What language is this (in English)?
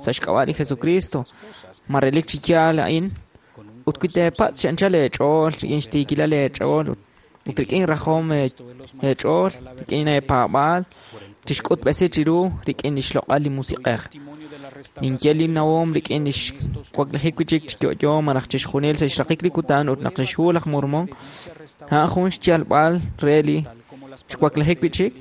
Kekchí